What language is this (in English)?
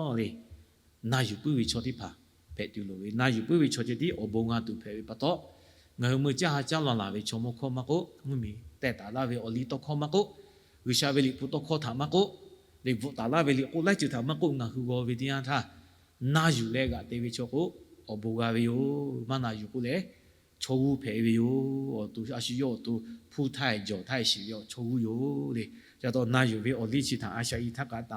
Lahu